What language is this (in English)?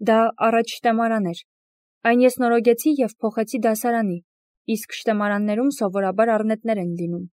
Armenian